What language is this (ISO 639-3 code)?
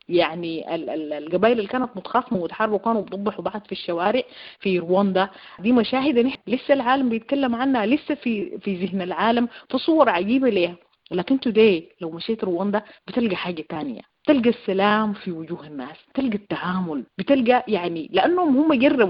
apd